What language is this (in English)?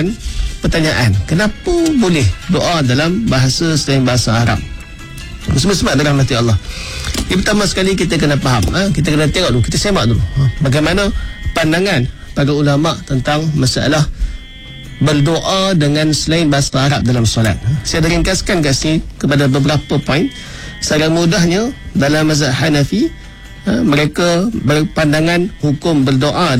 Malay